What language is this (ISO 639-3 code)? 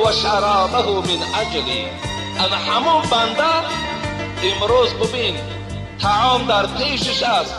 tgk